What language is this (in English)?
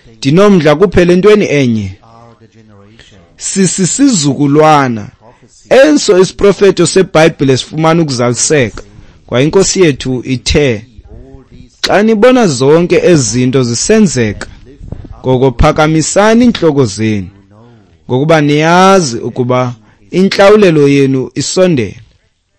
Xhosa